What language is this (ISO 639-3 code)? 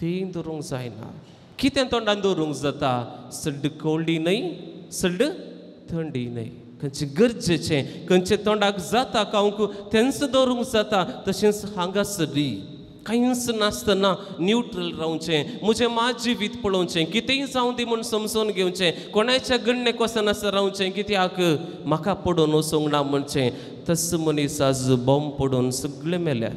kok